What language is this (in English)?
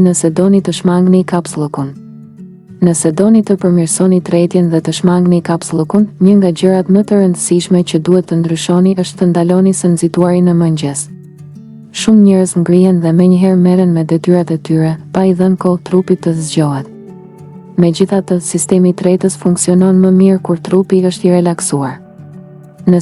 Albanian